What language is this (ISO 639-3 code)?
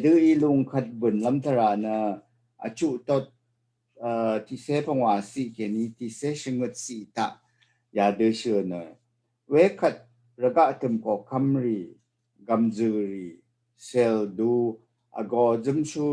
raw